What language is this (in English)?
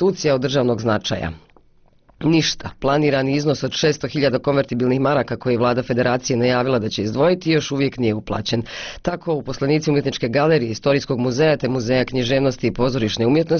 Bosnian